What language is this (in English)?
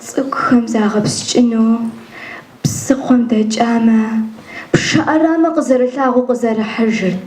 Kabardian